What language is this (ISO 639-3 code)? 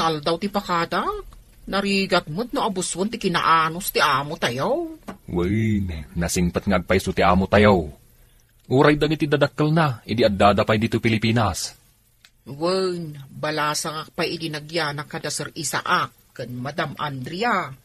ilo